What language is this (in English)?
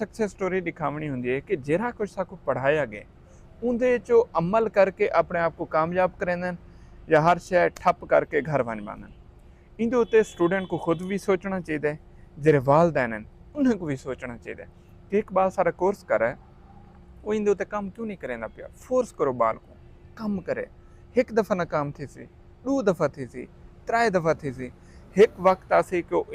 Saraiki